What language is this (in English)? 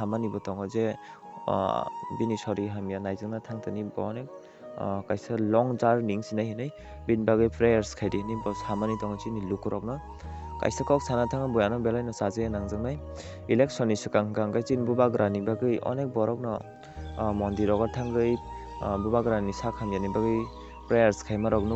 Kok Borok